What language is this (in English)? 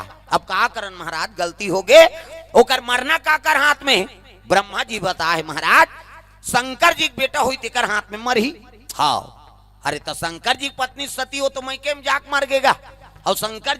Chhattisgarhi